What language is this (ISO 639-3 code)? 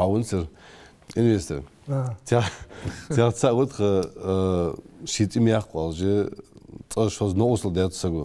inh